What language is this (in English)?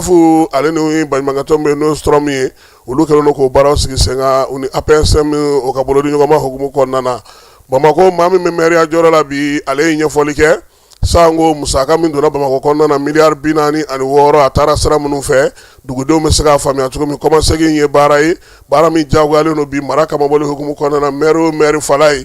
Bambara